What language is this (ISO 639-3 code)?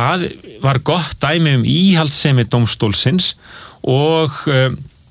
isl